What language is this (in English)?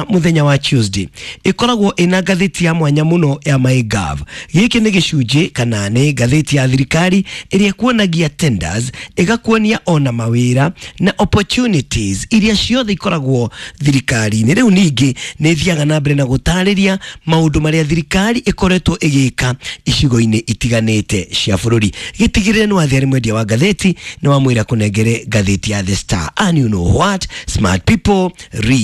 Kikuyu